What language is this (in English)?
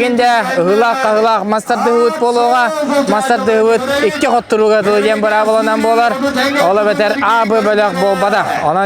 Yakut